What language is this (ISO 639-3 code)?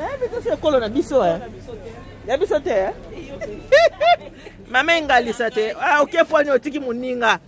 lin